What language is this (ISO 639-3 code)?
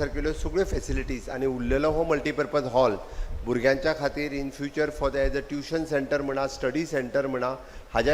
kok